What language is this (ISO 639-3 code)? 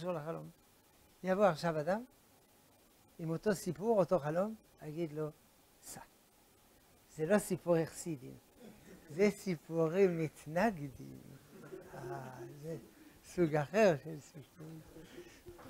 heb